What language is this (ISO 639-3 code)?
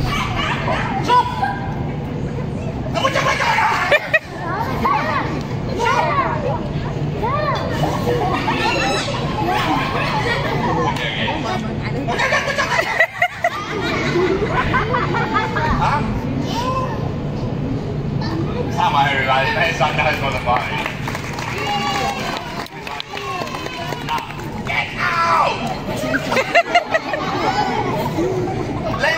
ary